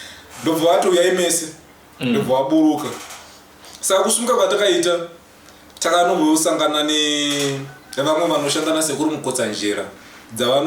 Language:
Shona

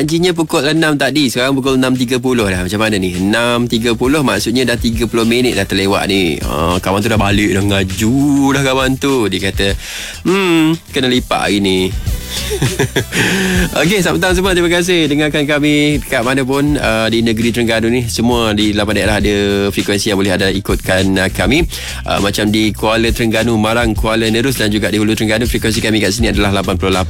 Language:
Malay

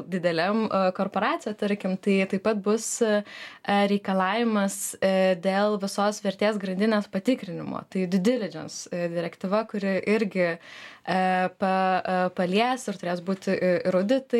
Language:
Lithuanian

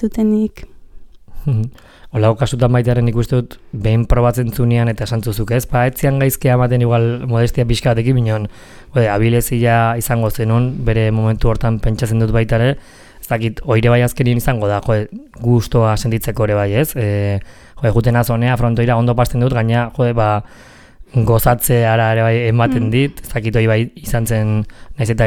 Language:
Basque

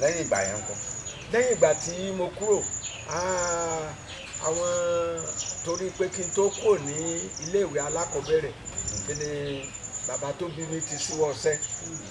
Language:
Yoruba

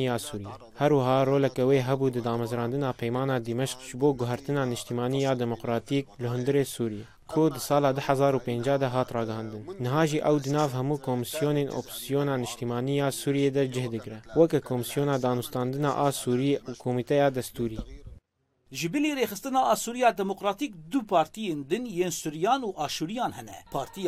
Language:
Kurdish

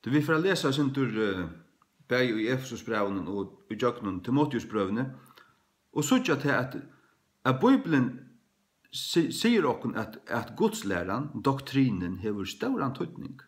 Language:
Faroese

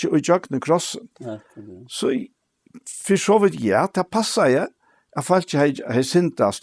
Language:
Faroese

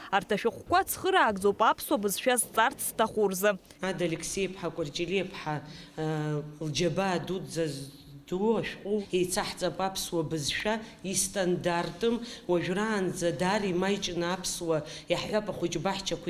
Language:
Abkhazian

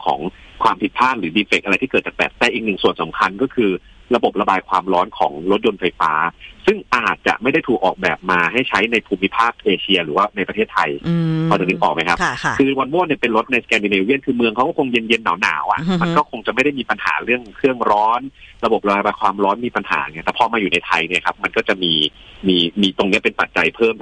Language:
Thai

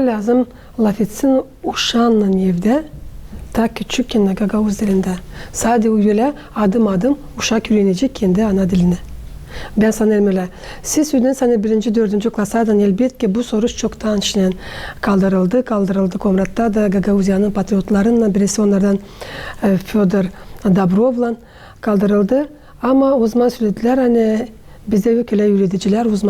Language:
Gagauz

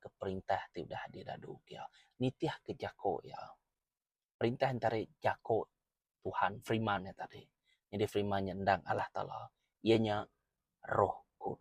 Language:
Iban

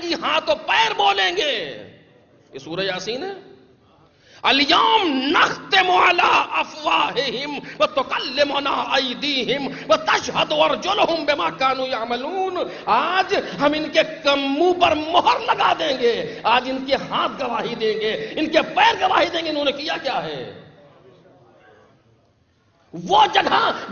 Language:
Urdu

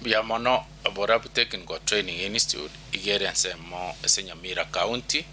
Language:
Gusii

